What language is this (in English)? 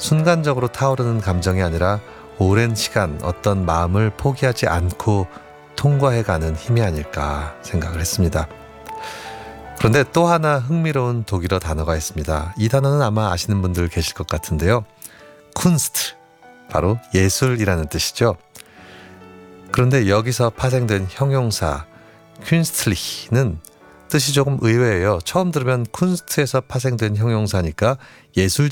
Korean